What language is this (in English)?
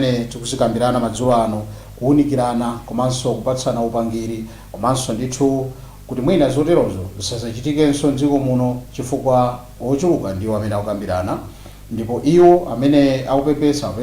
Nyanja